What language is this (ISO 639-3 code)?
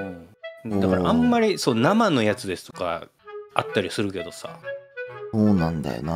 jpn